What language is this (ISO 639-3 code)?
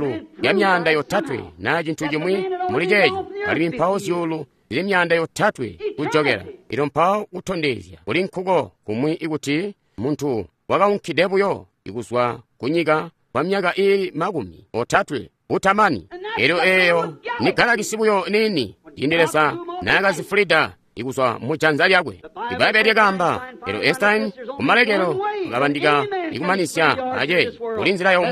toi